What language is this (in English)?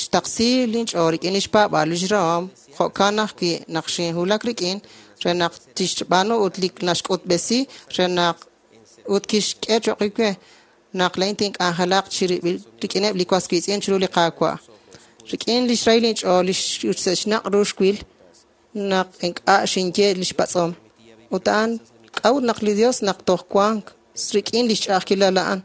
Kekchí